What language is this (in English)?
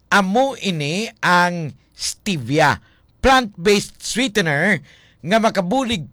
Hiligaynon